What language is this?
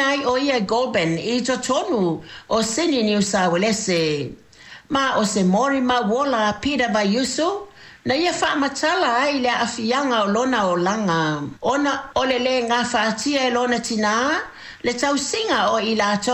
Samoan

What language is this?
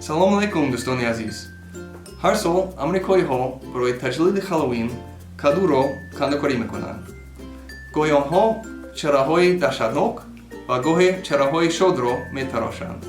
Tajik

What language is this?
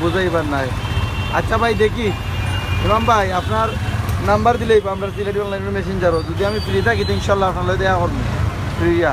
Sylheti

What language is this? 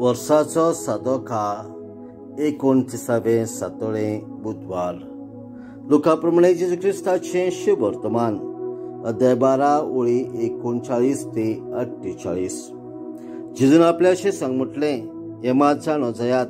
Konkani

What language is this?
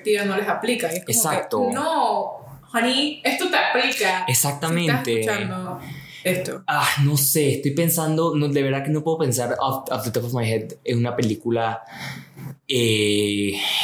Spanish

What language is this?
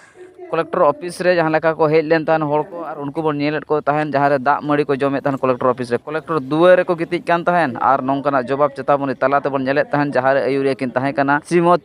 Santali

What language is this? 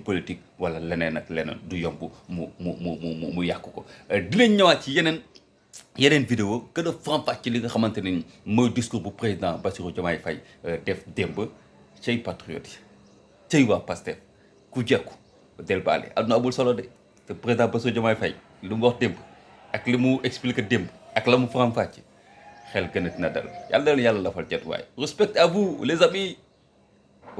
Wolof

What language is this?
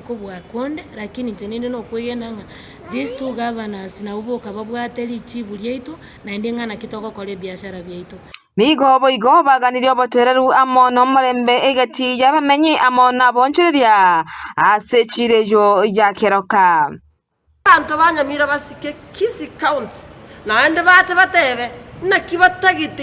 Gusii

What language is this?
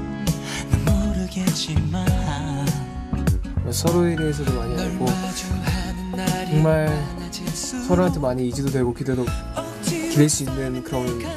Korean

